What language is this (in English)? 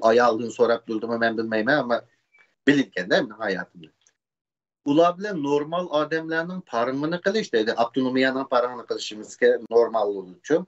Uyghur